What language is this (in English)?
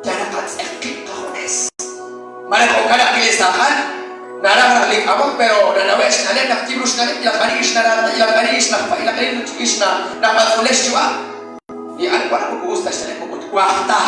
Kekchí